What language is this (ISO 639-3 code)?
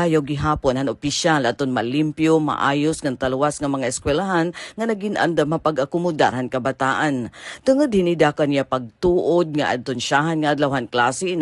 war